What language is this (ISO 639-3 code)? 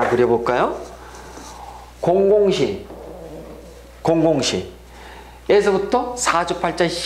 kor